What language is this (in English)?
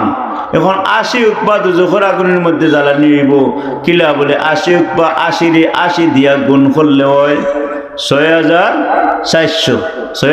Sylheti